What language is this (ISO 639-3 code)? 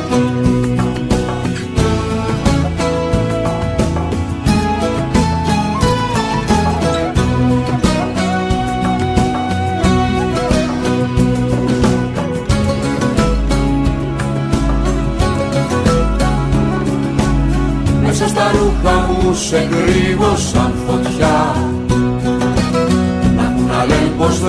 ell